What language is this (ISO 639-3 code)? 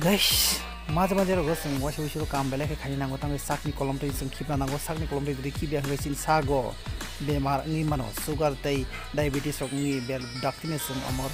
trp